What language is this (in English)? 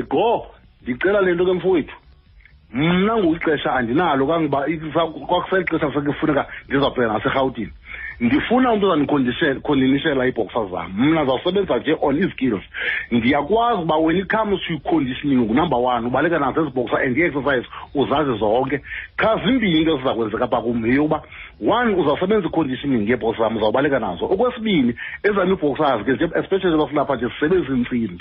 Xhosa